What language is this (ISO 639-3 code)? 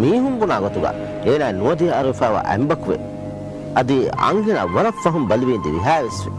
div